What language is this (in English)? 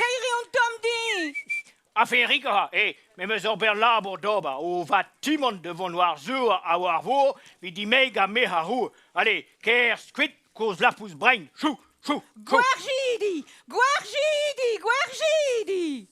Breton